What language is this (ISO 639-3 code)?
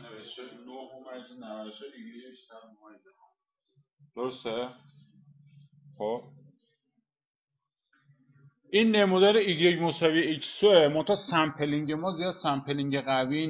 fas